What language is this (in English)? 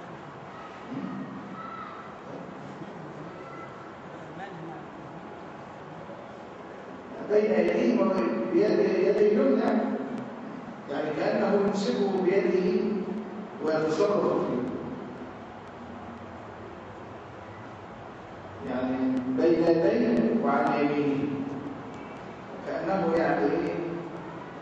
Arabic